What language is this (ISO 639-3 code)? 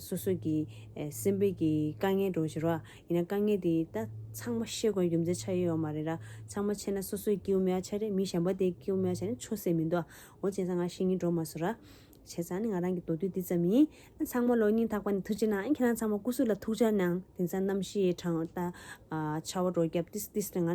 bod